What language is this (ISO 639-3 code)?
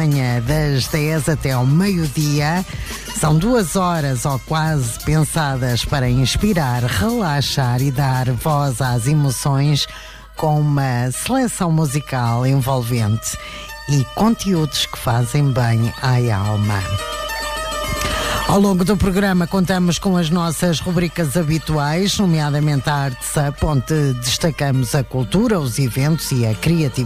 por